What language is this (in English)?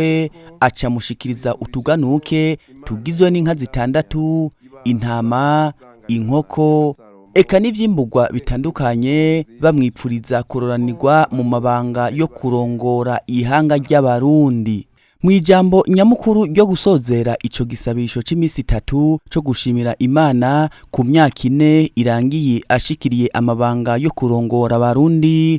Rundi